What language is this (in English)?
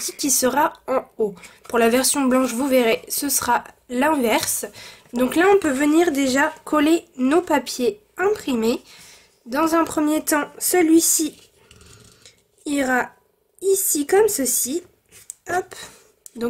French